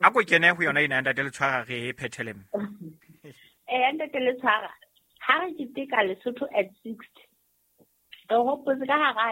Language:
Southern Sotho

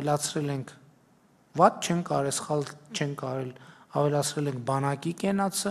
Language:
Armenian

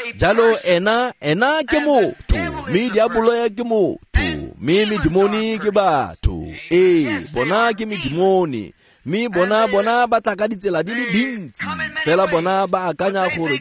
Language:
Tswana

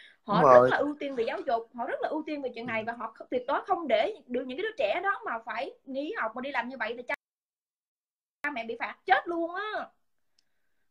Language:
Vietnamese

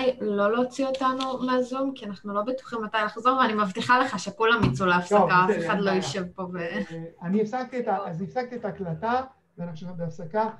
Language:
Hebrew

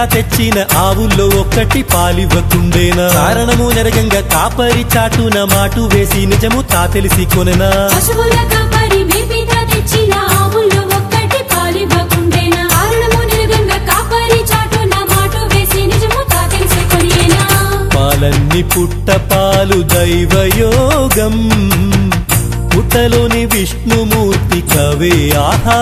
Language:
Telugu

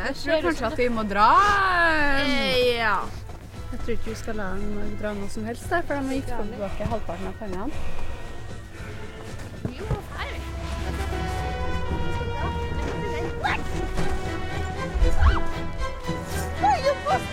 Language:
Norwegian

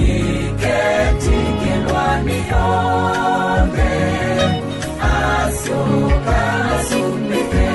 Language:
Kamba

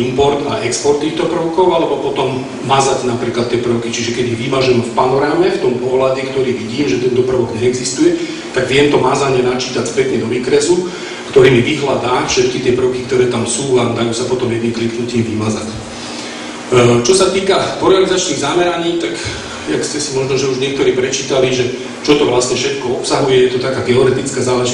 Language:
Slovak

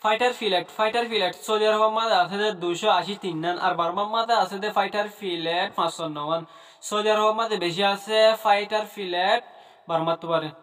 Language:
Rohingya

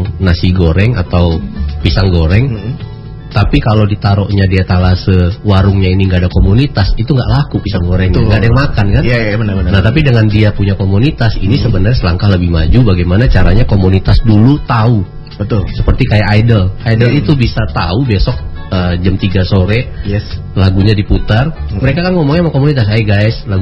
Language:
Indonesian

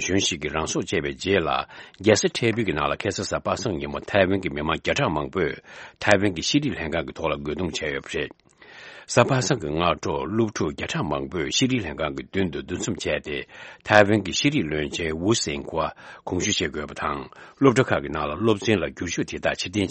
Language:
Tibetan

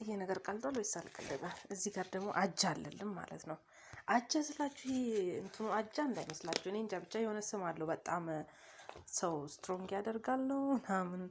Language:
Amharic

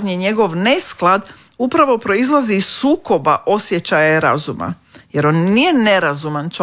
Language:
Croatian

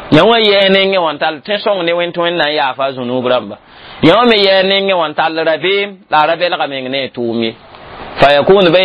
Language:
Mossi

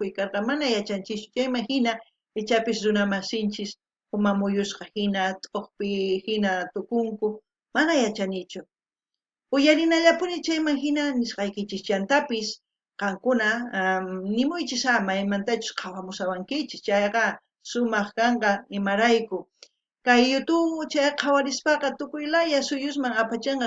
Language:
South Bolivian Quechua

